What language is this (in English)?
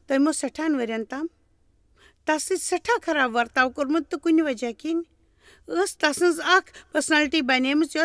Kashmiri